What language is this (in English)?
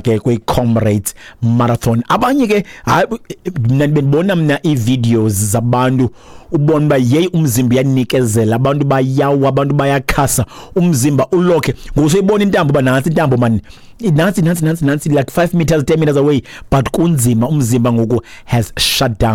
Xhosa